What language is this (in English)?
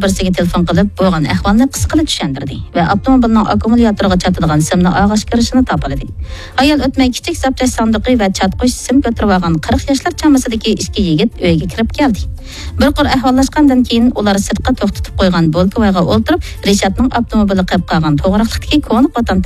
Uyghur